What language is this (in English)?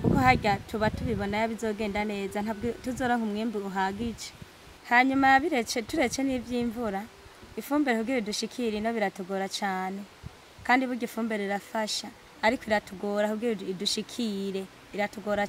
Rundi